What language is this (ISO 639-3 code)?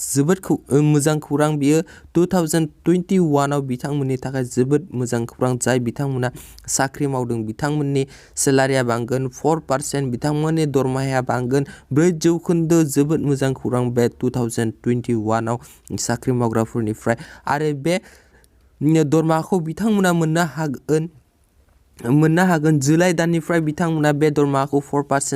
brx